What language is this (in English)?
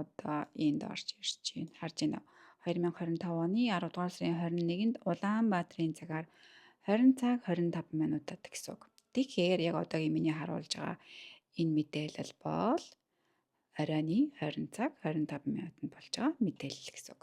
Mongolian